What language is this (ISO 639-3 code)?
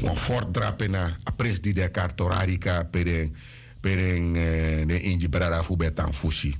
srn